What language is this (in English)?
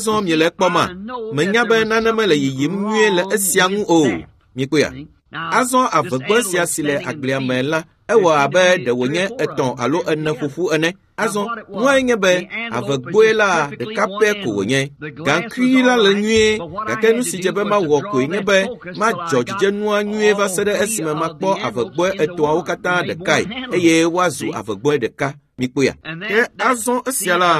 Ewe